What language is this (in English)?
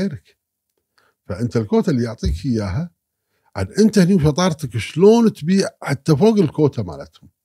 Gulf Arabic